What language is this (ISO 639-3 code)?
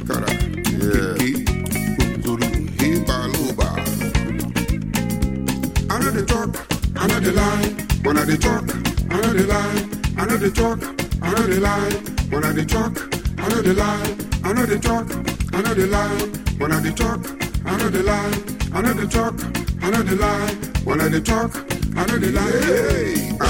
eng